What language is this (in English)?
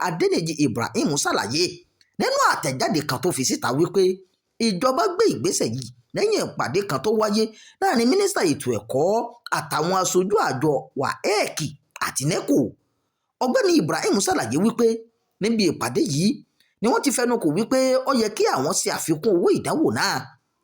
Yoruba